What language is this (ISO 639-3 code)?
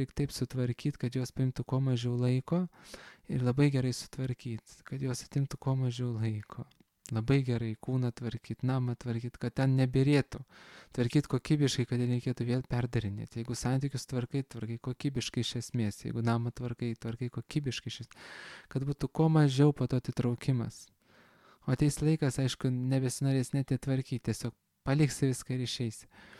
lit